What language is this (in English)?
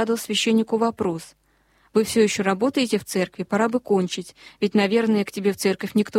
Russian